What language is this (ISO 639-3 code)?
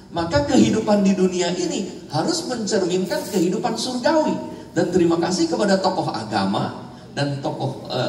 ind